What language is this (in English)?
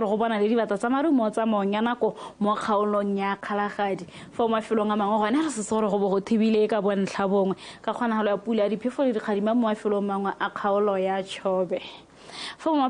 Tswana